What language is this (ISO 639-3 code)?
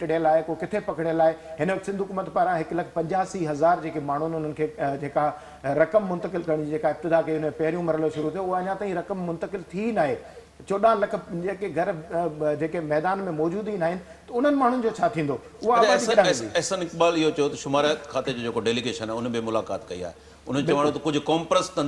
snd